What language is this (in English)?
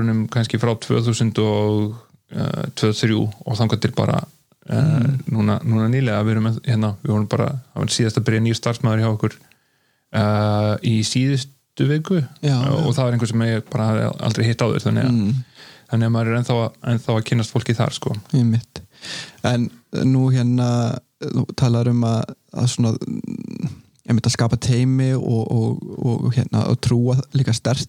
Icelandic